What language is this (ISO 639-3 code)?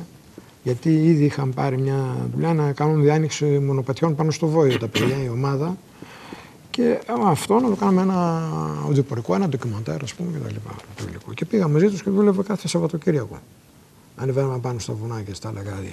ell